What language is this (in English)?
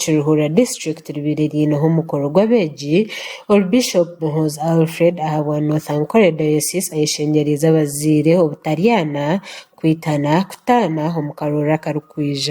Nyankole